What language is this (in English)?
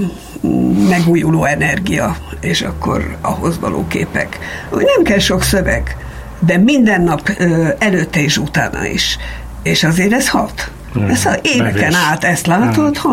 Hungarian